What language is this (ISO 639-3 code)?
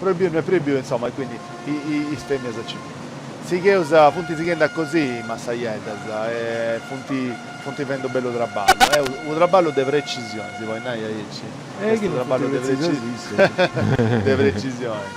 srd